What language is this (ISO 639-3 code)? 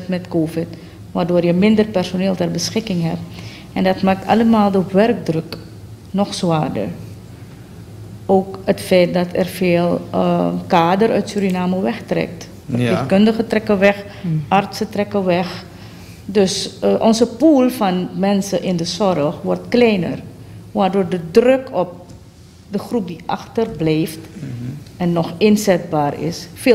nld